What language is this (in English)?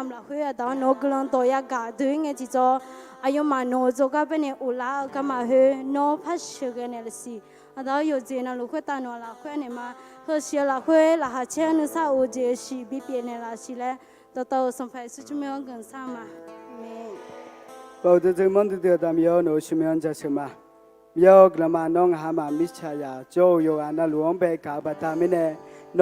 Akha